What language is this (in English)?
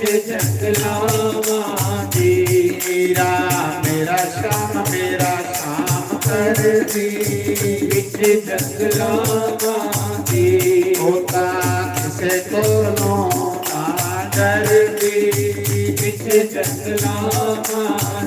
Dogri